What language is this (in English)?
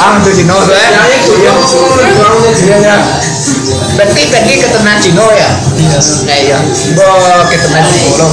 Minangkabau